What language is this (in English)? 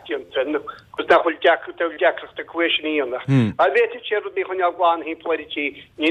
Irish